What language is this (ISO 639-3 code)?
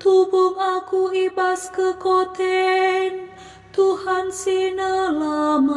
btx